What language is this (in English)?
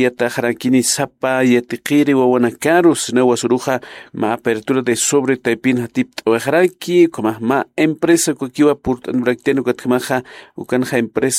Aymara